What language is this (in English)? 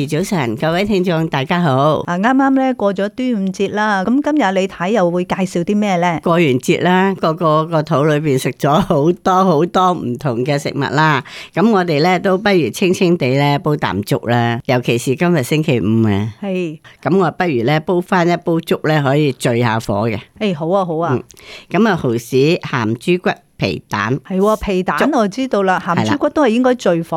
Cantonese